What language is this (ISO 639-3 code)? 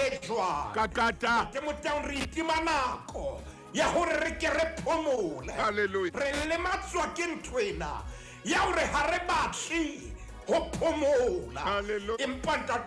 sot